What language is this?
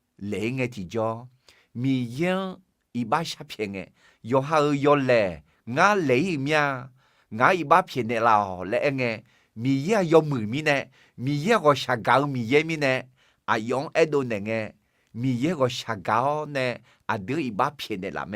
Akha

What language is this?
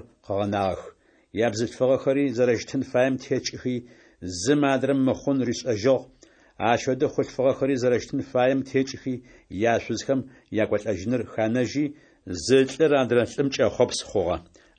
Adyghe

